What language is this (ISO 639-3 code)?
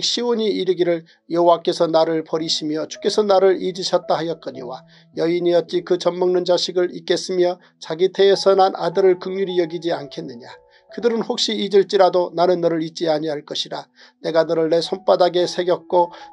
kor